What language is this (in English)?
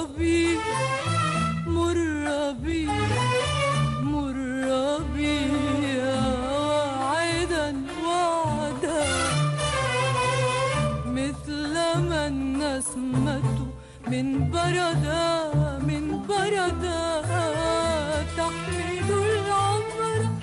North Levantine Arabic